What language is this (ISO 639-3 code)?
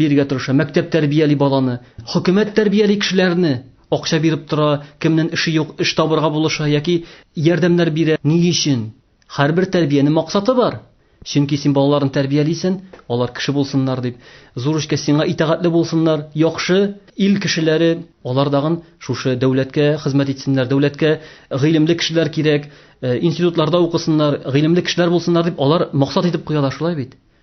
tat